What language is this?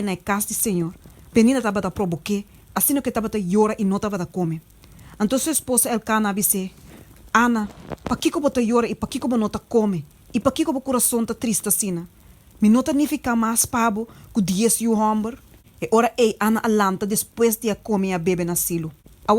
Papiamento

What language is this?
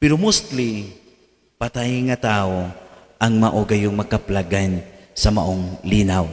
Cebuano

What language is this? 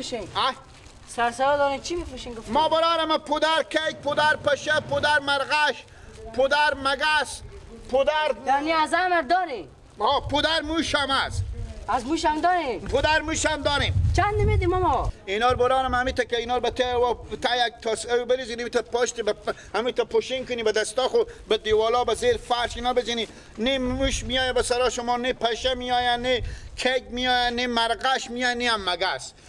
Persian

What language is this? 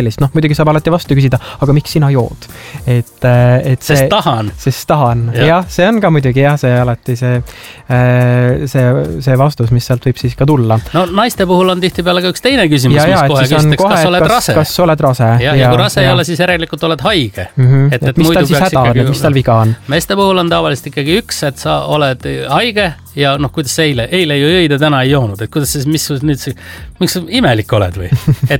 Estonian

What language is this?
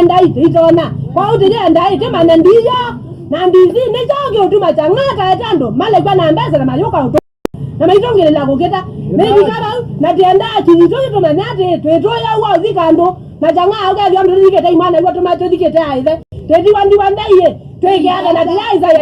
Kamba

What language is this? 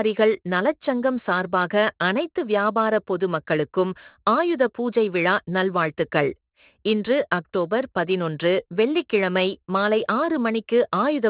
Tamil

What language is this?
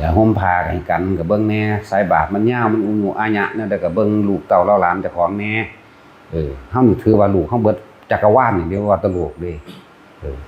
Northeastern Thai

